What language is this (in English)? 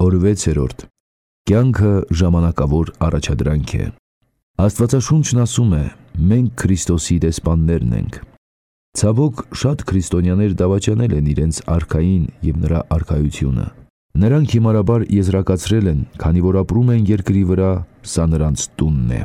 Armenian